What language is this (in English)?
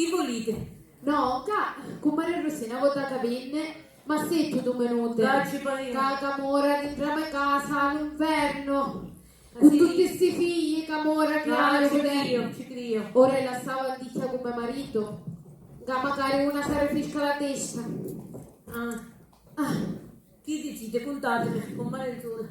Sicilian